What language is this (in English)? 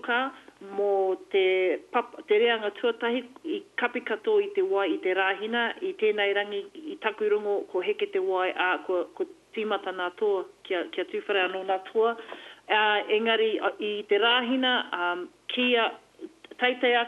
Māori